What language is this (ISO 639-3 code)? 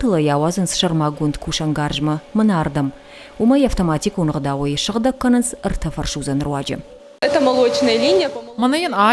oss